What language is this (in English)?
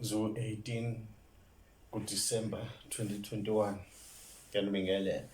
Zulu